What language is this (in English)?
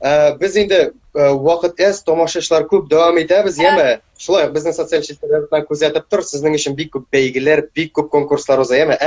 Tatar